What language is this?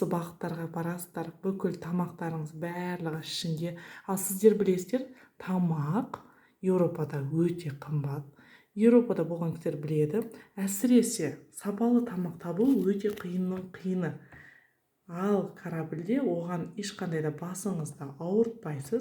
Kazakh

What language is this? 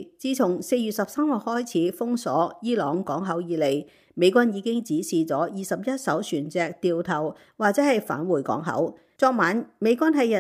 Cantonese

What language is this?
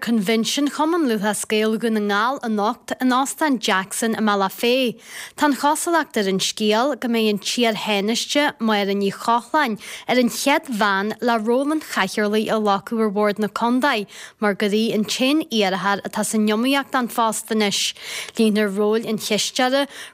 Irish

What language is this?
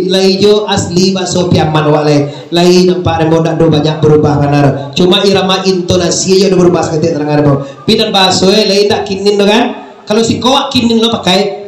Minangkabau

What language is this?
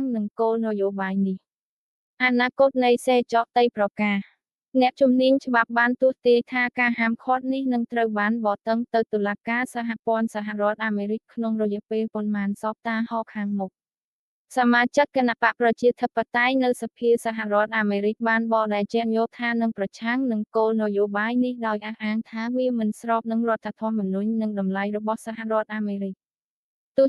Khmer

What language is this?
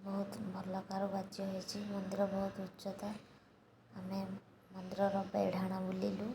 Odia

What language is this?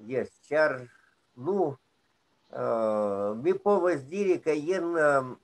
Esperanto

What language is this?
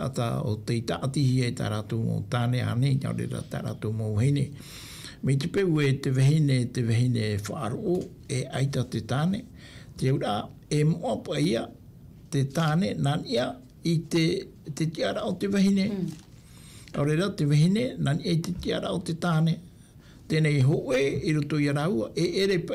Tahitian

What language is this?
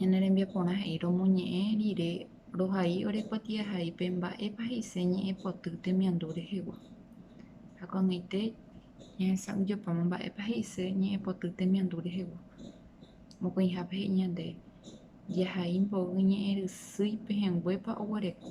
Guarani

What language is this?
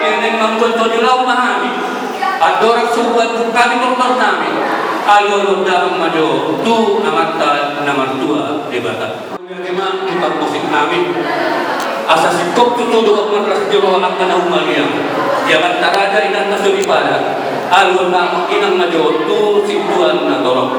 Batak Toba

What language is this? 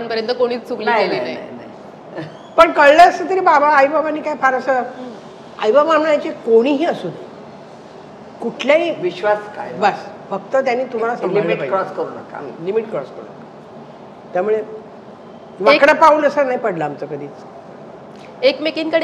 Marathi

